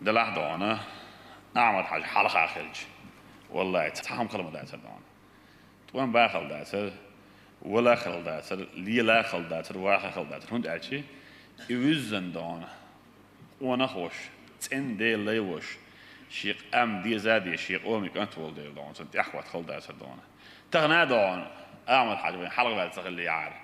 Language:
Chechen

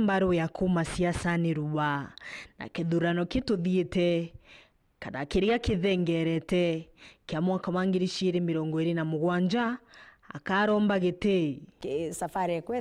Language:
Meru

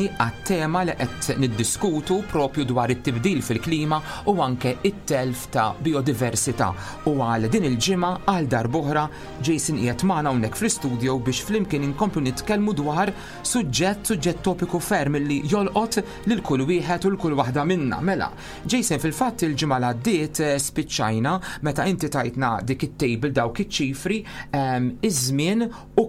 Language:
Maltese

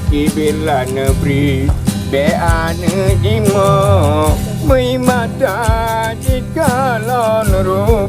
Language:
Achinese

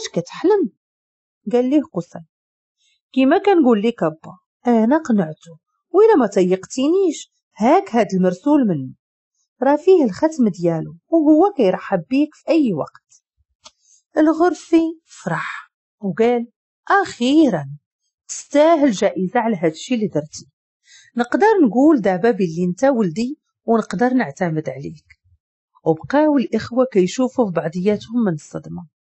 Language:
Moroccan Arabic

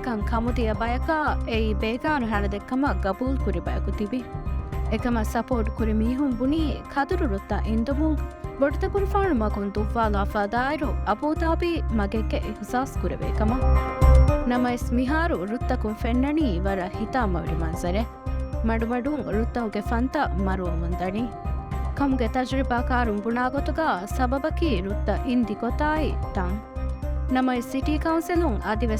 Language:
Divehi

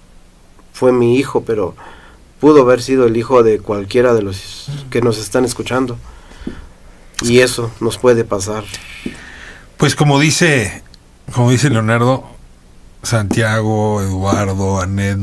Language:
Spanish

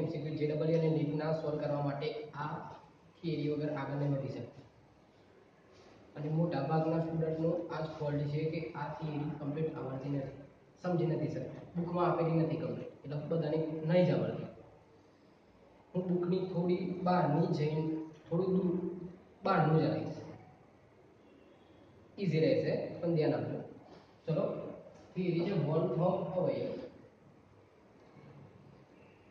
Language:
Gujarati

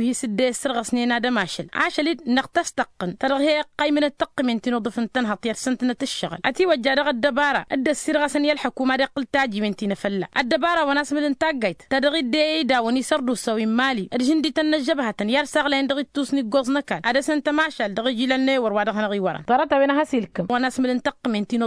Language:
Tamasheq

